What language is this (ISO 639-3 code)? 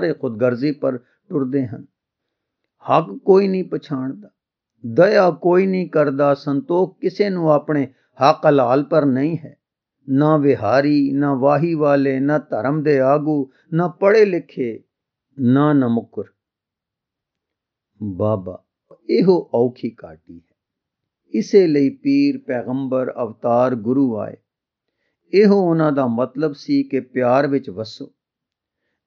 pan